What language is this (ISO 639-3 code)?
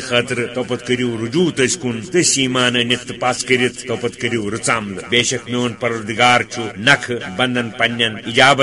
kas